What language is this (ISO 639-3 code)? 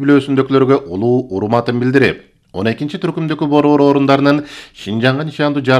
kir